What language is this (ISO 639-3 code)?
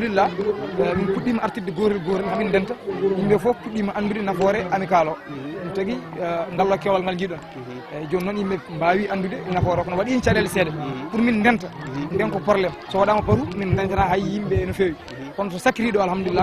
ful